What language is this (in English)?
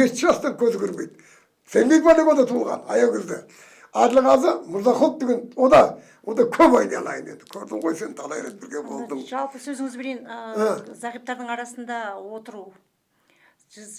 Kazakh